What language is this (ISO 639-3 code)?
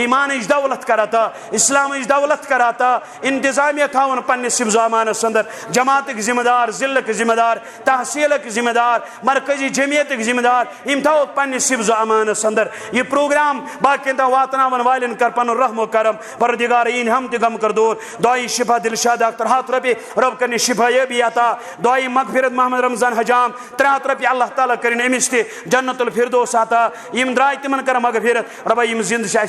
kas